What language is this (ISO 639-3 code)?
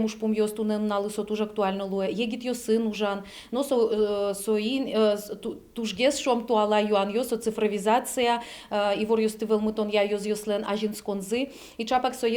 udm